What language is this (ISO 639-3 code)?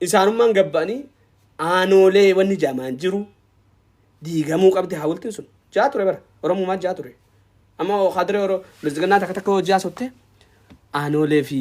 orm